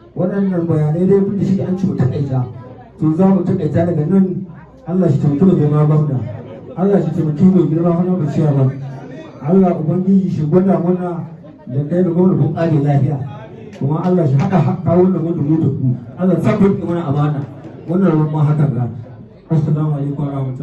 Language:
Hausa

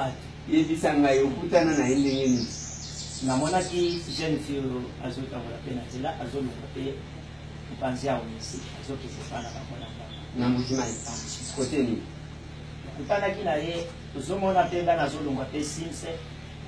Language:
Lingala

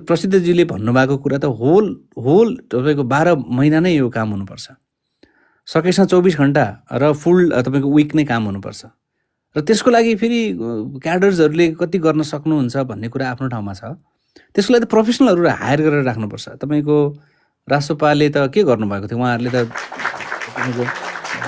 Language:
Nepali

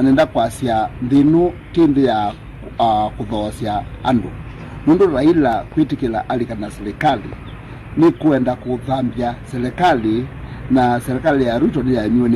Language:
Kamba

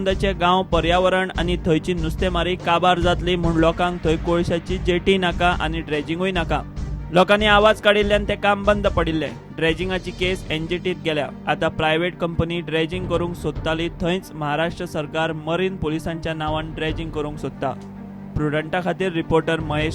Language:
Konkani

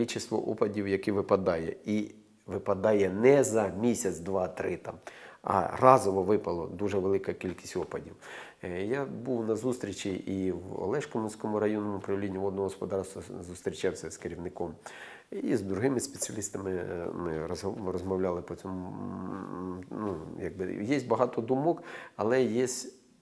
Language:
Ukrainian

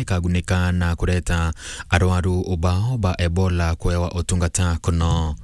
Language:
Meru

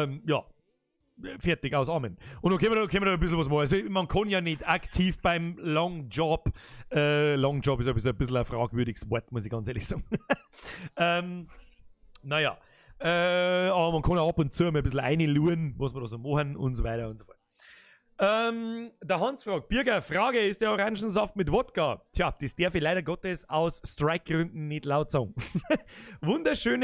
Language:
Bavarian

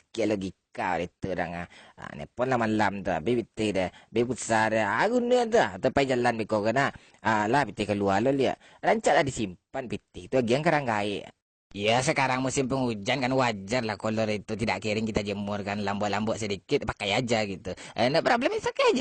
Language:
Minangkabau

